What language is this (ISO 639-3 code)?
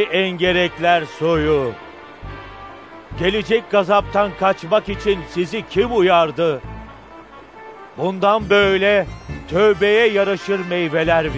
tur